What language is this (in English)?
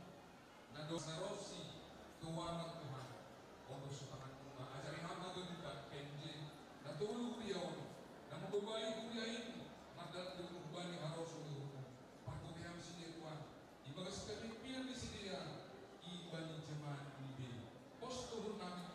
Batak Simalungun